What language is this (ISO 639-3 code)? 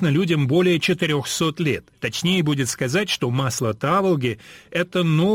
rus